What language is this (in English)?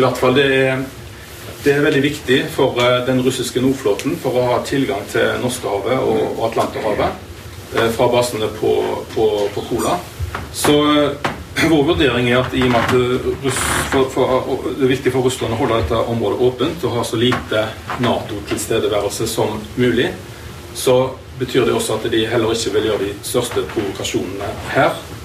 Norwegian